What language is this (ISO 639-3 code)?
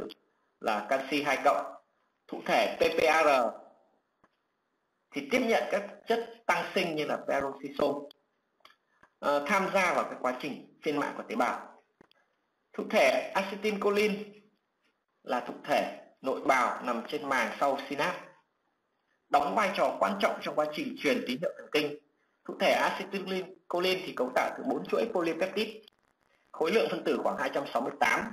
vie